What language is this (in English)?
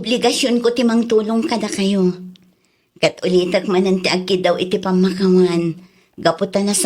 Iloko